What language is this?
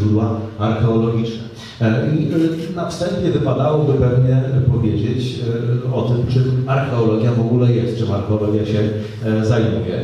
Polish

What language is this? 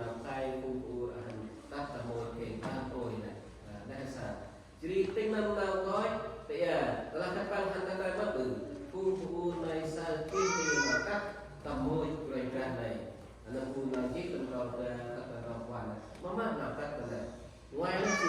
Central Mnong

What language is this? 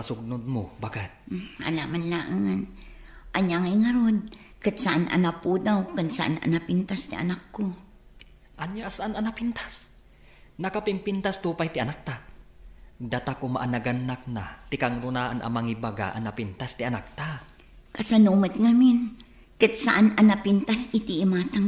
Iloko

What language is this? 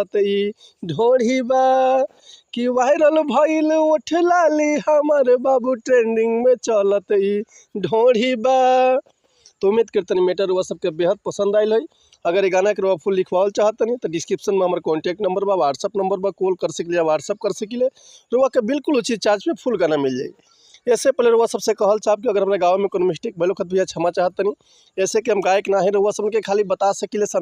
Bhojpuri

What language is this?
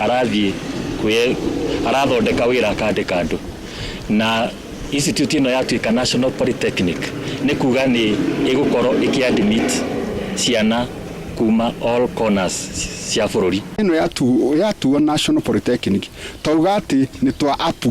Kikuyu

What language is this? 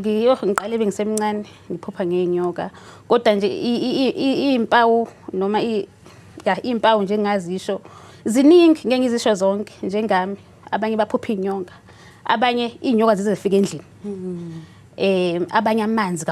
Zulu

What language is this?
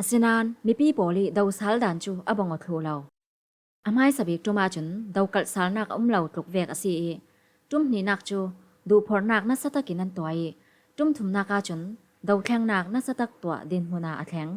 Falam Chin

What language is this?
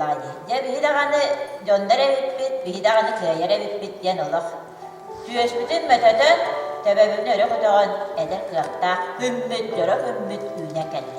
Yakut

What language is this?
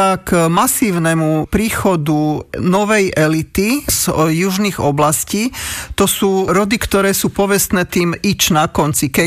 Slovak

